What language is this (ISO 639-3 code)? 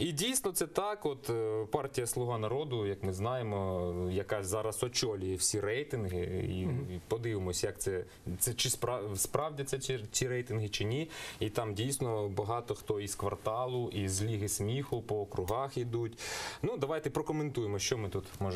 ukr